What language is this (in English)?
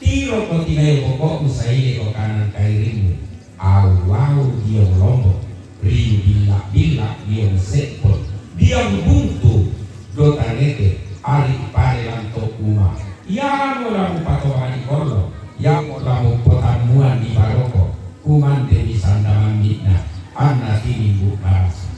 Toraja-Sa'dan